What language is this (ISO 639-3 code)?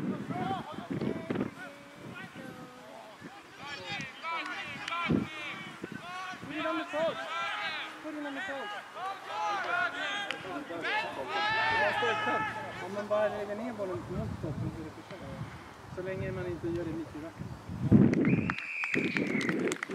swe